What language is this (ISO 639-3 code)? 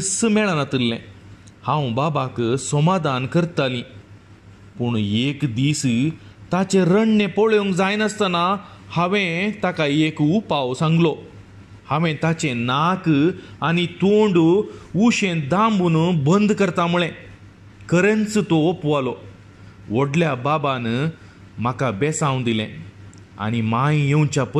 kok